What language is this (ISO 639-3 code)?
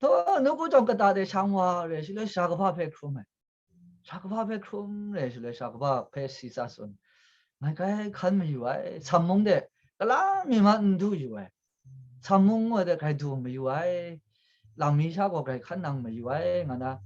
kac